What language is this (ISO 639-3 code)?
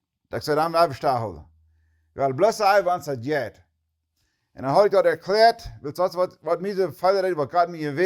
pdt